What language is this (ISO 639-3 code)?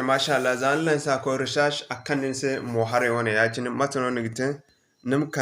dje